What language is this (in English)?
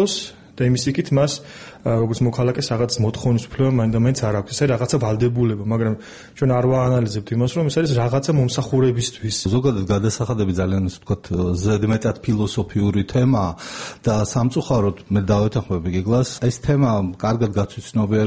Georgian